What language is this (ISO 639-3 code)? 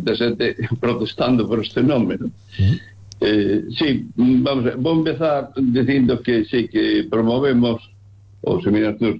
glg